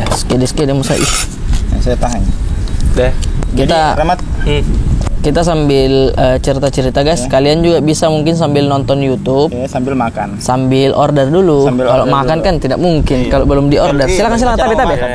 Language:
Makassar Malay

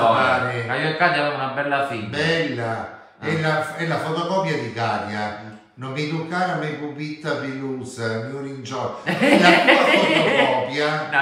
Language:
Italian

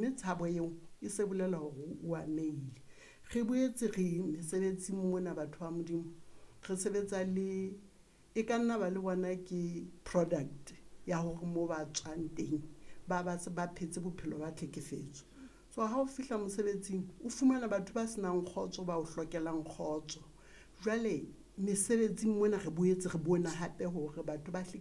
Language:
Southern Sotho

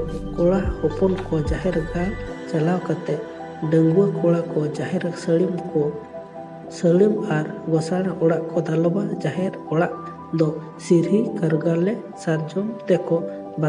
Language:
Santali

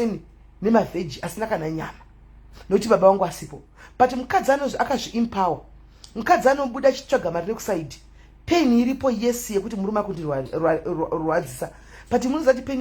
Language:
Shona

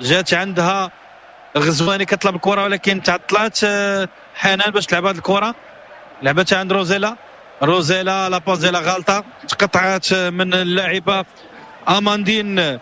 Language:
Moroccan Arabic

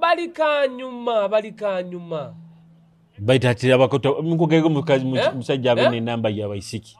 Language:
Nyoro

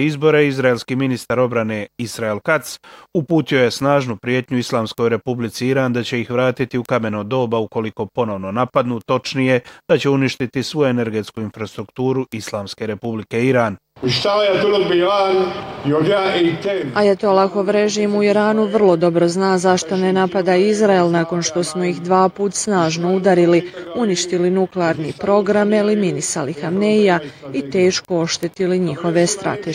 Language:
Bosnian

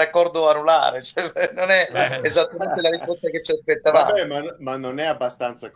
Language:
Italian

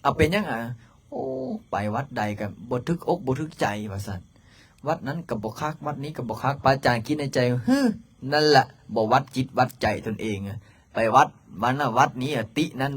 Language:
Lao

